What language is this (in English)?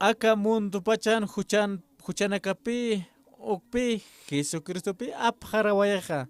Aymara